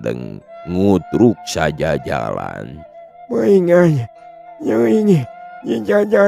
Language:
Sundanese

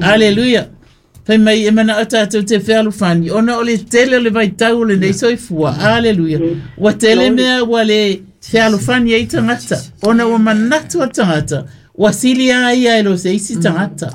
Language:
Samoan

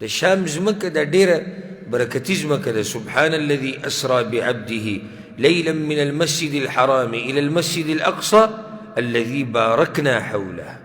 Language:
Pashto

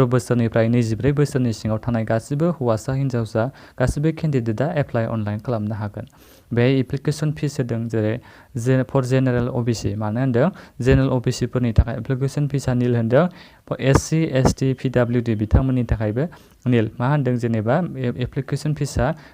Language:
Bodo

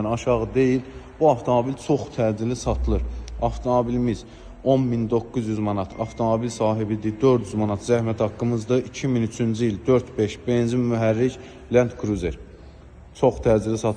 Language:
Azerbaijani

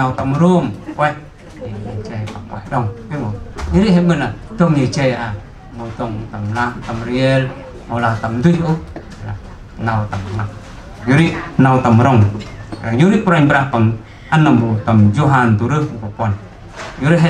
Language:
Central Mnong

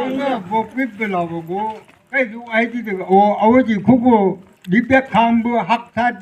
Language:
Chang Naga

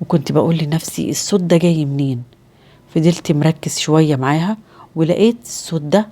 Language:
Egyptian Arabic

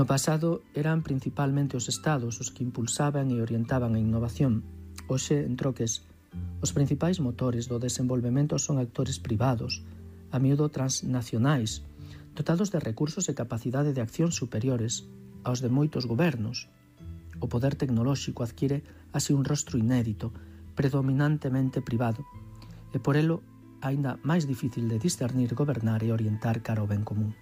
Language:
Galician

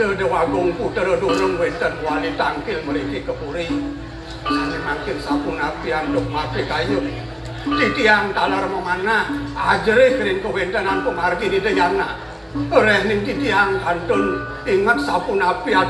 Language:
Balinese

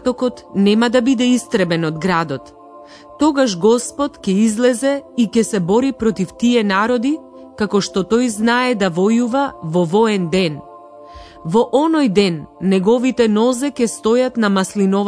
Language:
Macedonian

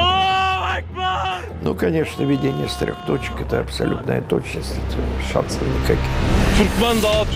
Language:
Russian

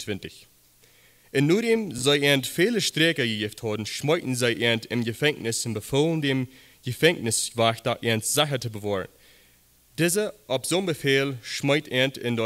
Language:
Plautdietsch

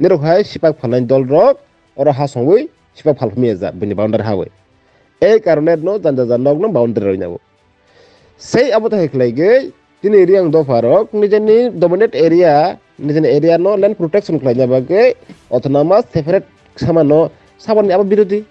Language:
Riang (India)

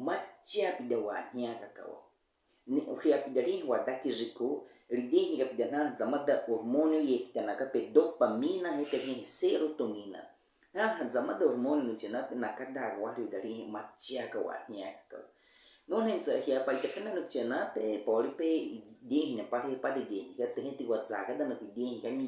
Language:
Baniwa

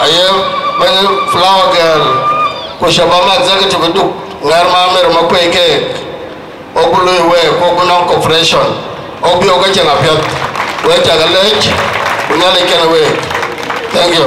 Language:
Dinka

